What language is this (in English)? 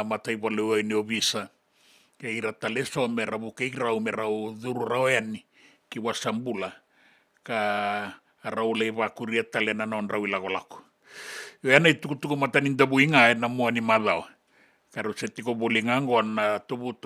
Fijian